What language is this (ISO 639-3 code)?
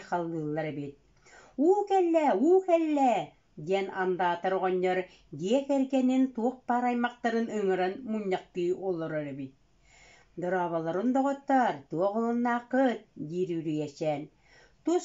sah